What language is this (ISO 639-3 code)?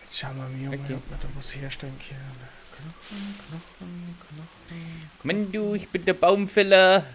bar